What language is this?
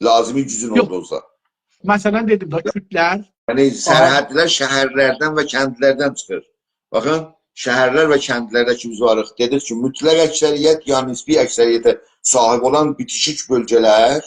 South Azerbaijani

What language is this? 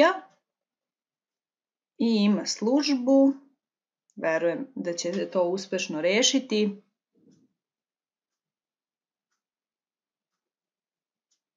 Serbian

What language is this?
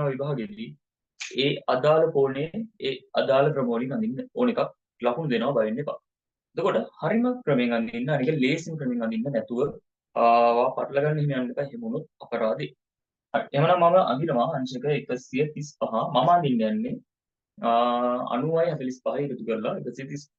Sinhala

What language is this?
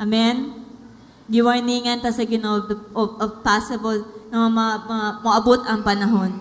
Cebuano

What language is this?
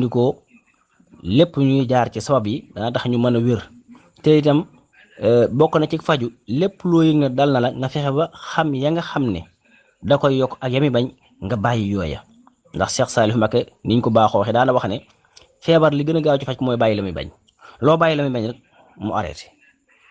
Wolof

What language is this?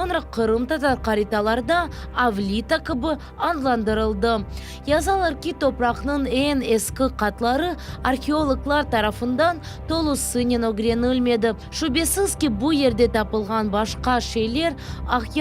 Crimean Tatar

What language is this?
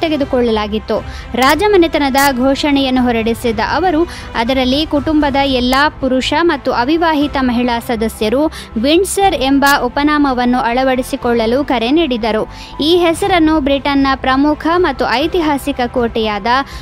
Kannada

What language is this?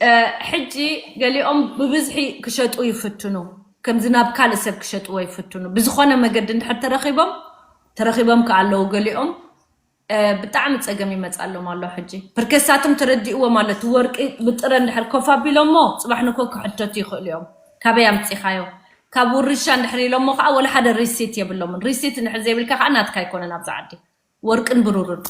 Tigrinya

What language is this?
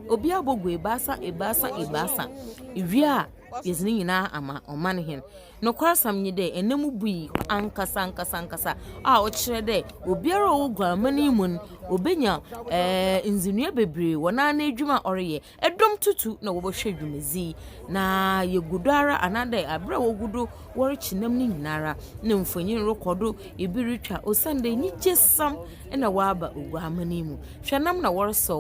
Akan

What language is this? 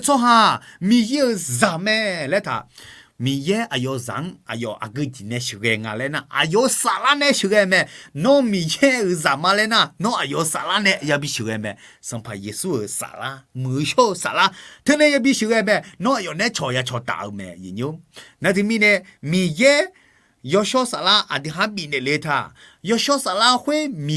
Akha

